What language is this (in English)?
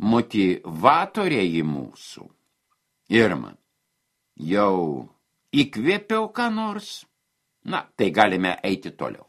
Lithuanian